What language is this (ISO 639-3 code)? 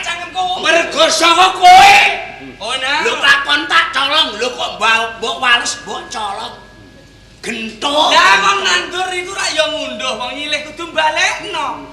jav